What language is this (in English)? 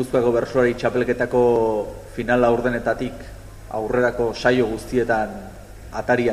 Basque